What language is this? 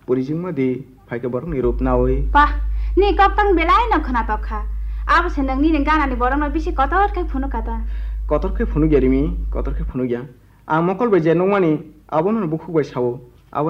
Kok Borok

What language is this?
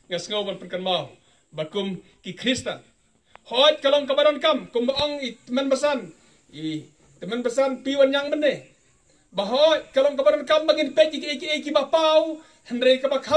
Khasi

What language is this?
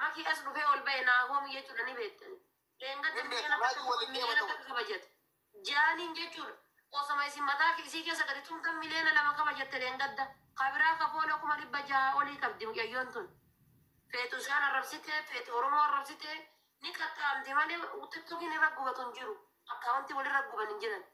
Oromo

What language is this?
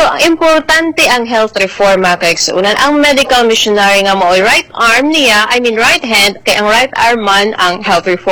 Cebuano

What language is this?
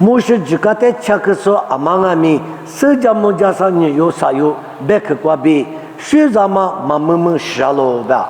Lisu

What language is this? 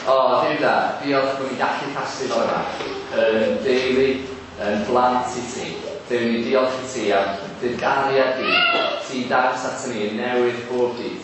Welsh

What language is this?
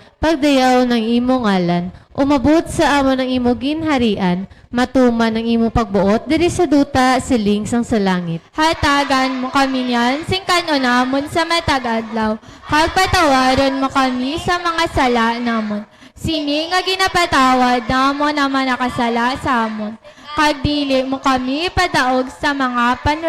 Hiligaynon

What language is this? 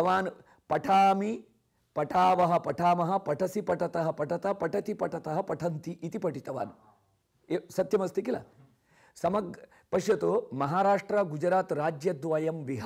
Sanskrit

